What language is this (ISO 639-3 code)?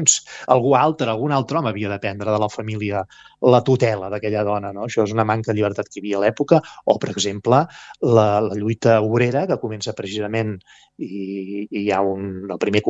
cat